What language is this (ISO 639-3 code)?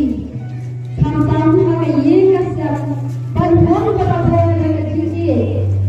kha